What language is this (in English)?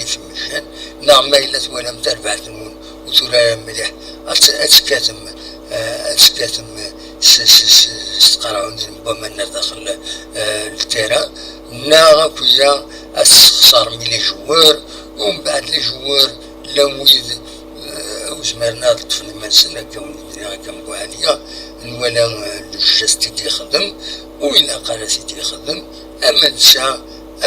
Kabyle